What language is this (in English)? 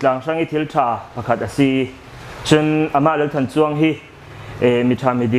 Falam Chin